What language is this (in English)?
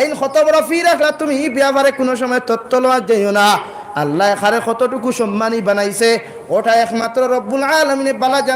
Sylheti